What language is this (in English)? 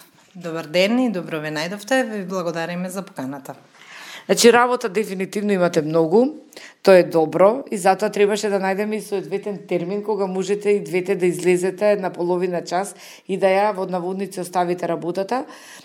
Macedonian